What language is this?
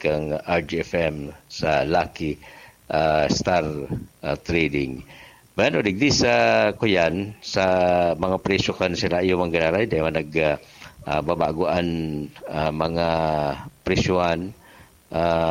Bikol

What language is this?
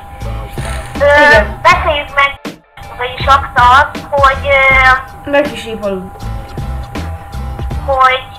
Hungarian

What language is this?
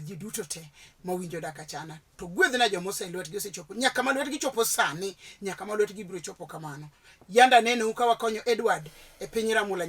Luo (Kenya and Tanzania)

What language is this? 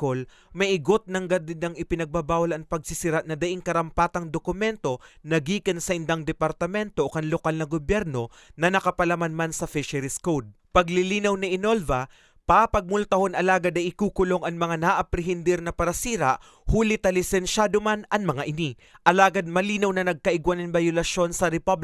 Bikol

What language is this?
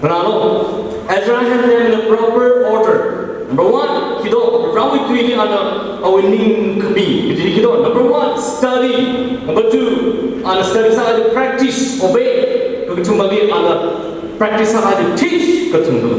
Tangkhul Naga (India)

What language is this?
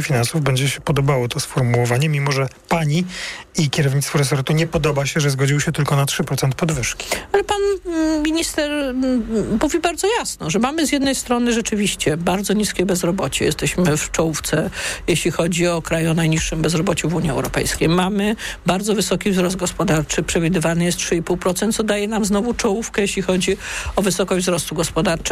Polish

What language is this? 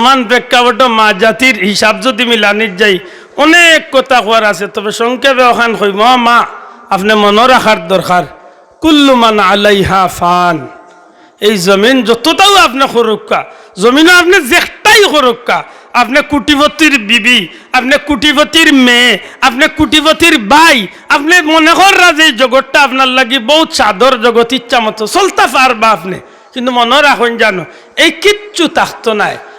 Sylheti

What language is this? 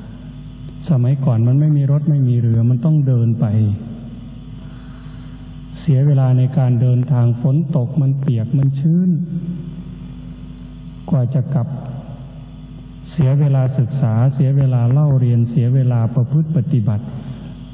Thai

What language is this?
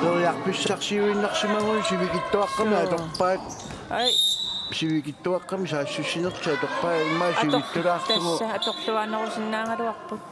Kalaallisut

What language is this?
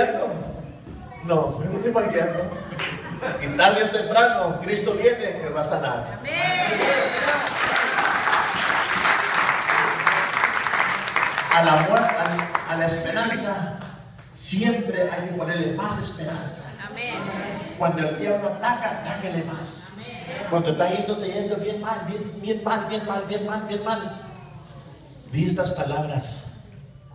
Spanish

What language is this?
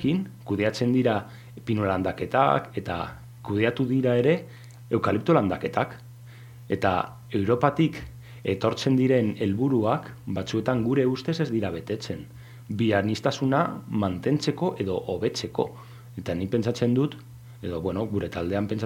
Basque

